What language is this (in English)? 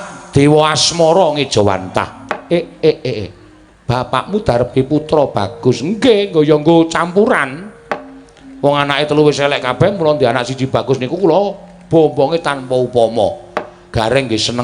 Javanese